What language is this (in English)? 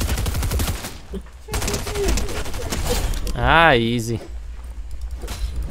Hungarian